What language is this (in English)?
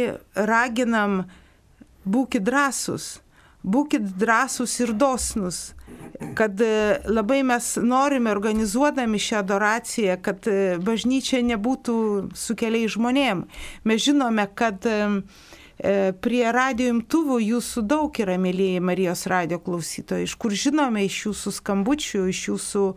Lithuanian